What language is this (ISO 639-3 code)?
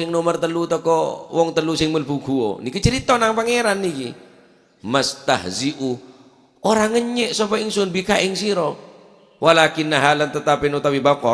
mad